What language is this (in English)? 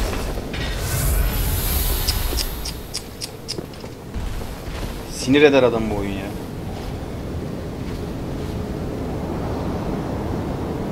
Turkish